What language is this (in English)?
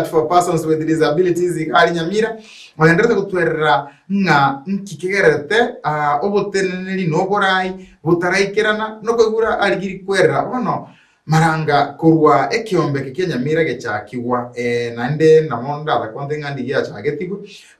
Gusii